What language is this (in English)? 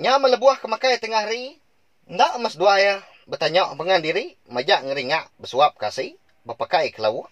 Iban